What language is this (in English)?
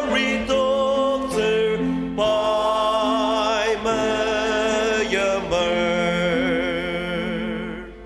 Ao Naga